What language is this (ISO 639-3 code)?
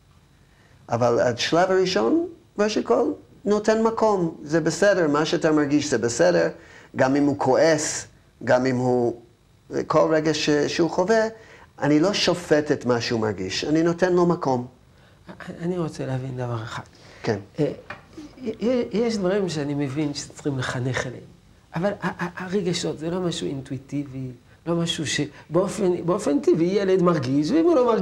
heb